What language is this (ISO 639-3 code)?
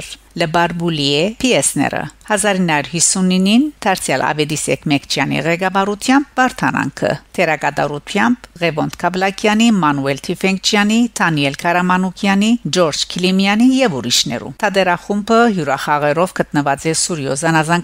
hyw